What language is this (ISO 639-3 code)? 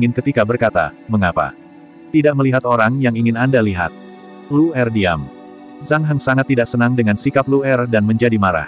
ind